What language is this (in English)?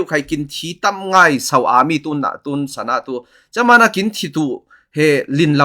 Falam Chin